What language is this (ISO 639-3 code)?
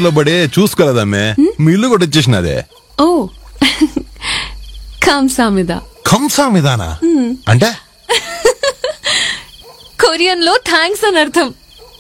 tel